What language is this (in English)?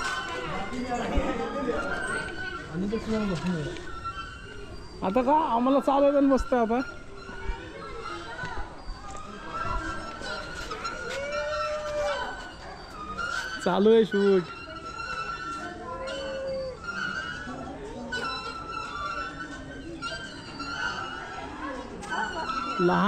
Marathi